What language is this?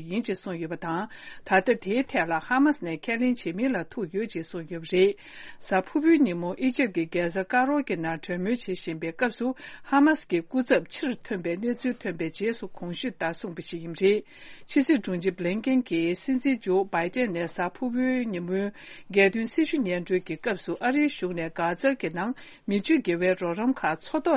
Tibetan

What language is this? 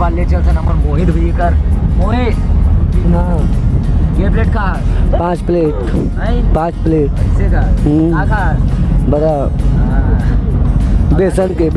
Chhattisgarhi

